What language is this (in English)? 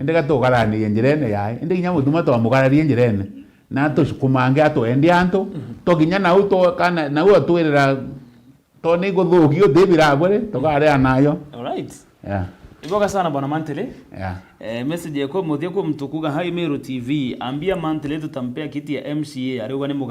Meru